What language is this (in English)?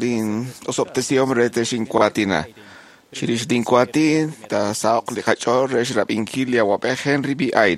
Kekchí